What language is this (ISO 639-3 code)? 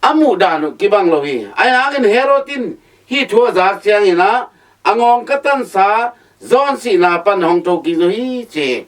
ctd